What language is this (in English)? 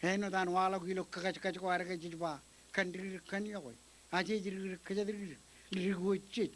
Marshallese